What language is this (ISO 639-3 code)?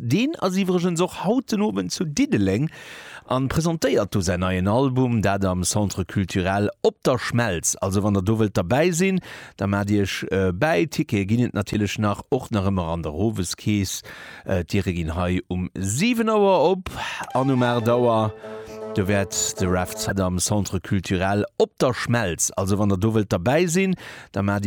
ltz